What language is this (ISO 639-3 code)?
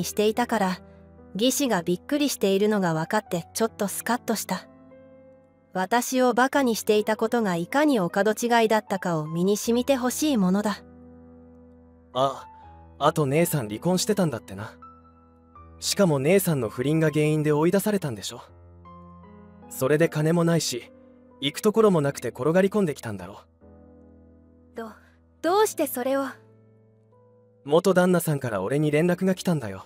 jpn